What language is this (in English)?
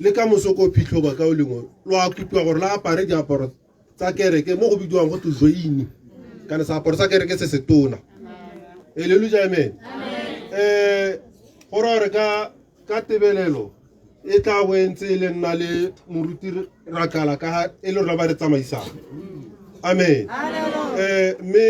Tswana